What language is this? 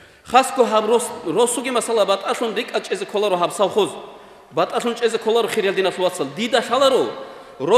Avaric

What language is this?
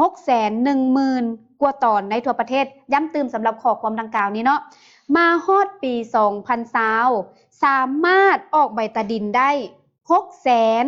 Lao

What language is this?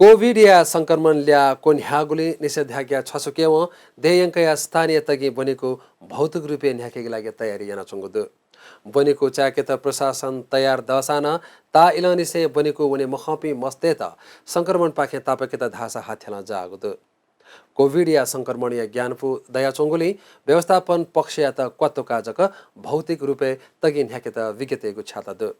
Newari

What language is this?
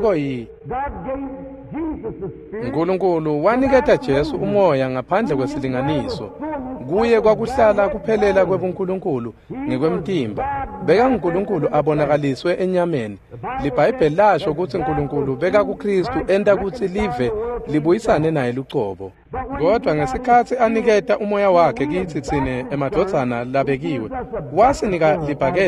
Swati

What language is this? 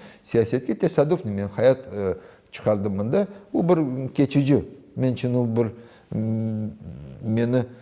Crimean Tatar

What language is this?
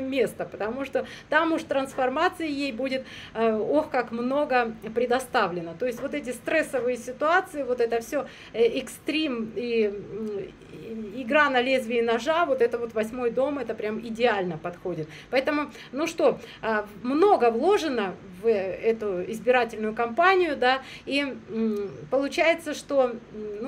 Russian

